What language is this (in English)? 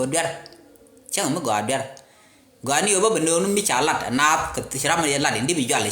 Nuer